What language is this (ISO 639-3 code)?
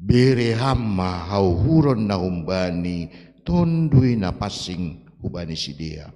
bts